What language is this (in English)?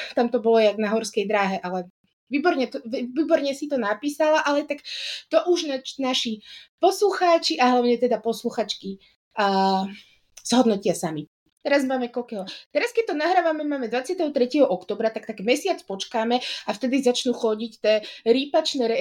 Slovak